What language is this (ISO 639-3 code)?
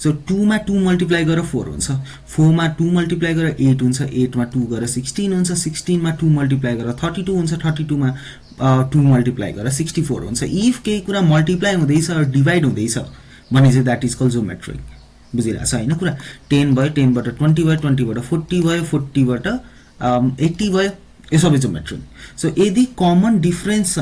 nep